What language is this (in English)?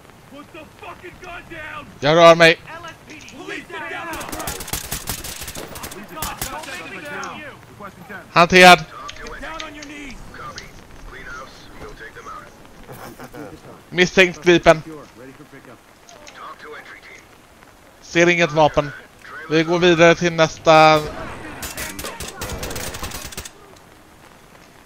Swedish